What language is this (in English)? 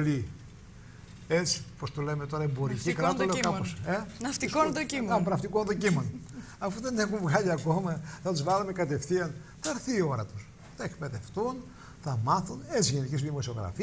Greek